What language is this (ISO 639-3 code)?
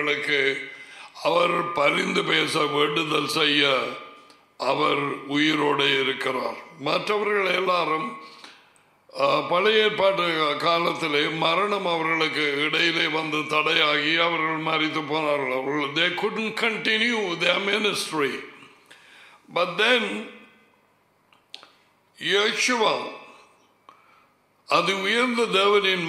tam